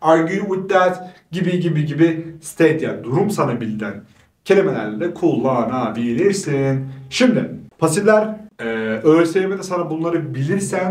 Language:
Turkish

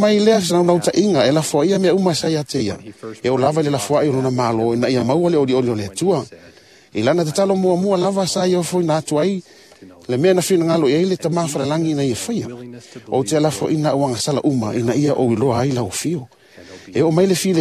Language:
Samoan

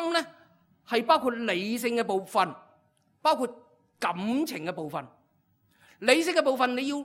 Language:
Cantonese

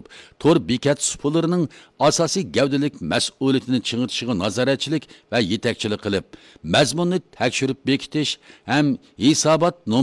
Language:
Uyghur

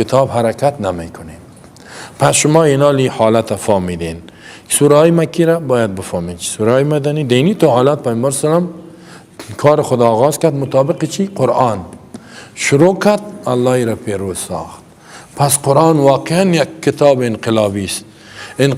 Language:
Persian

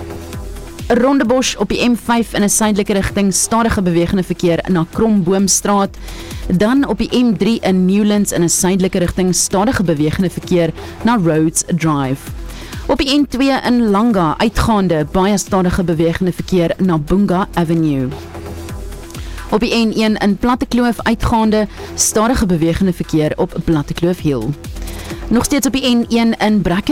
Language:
Afrikaans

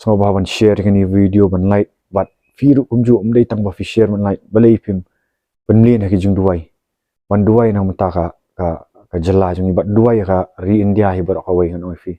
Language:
Khasi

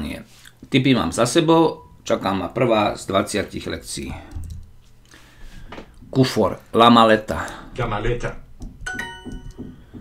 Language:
Slovak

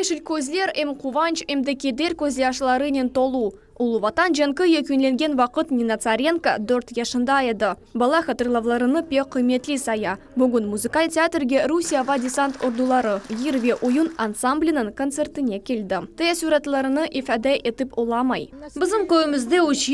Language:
Crimean Tatar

